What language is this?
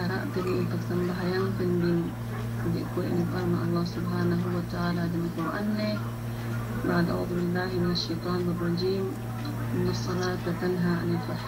Yakan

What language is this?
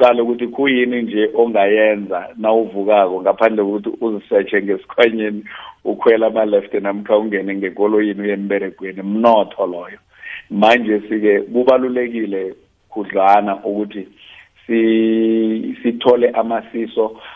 South Ndebele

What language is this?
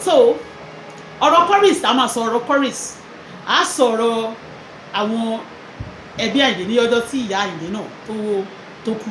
Yoruba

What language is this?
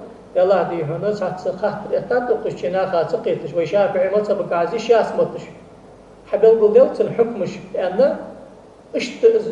Ingush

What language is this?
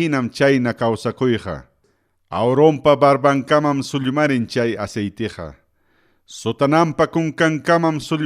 Ayacucho Quechua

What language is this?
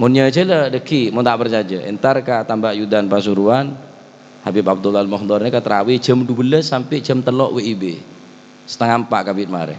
Madurese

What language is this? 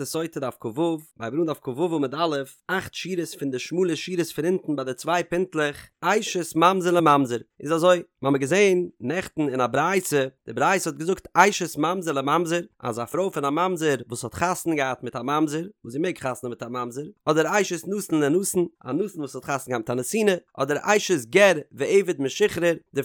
Yiddish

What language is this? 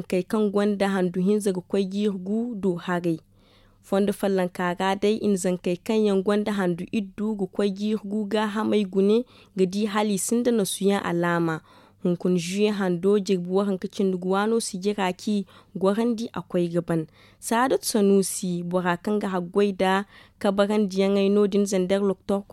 Zarma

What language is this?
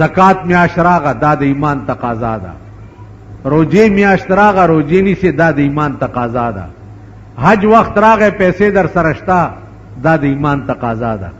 Pashto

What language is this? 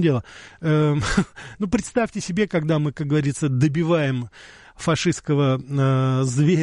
Russian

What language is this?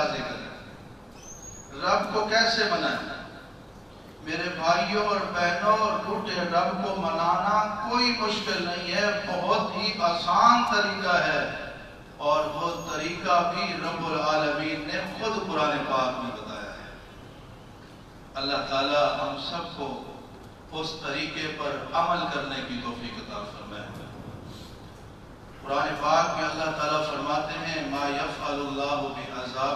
Urdu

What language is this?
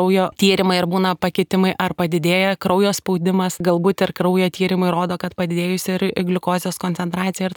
Lithuanian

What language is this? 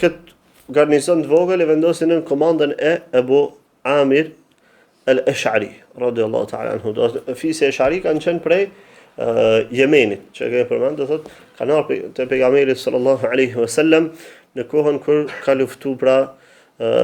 Albanian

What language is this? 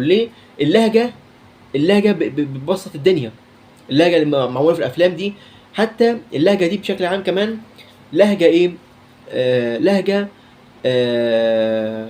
Egyptian Arabic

